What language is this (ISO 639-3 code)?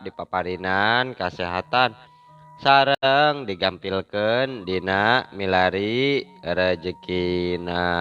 sun